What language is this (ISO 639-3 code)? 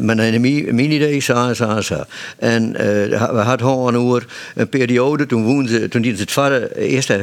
fry